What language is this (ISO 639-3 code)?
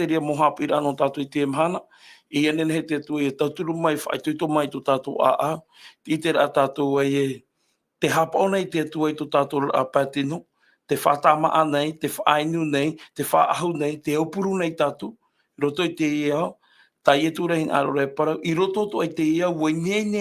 tah